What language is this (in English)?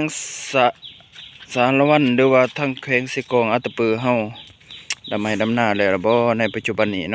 Lao